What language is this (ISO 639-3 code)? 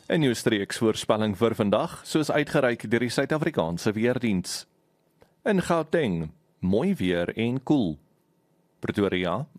afr